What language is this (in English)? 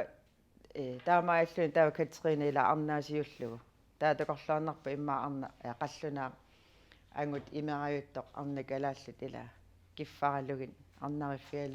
Kalaallisut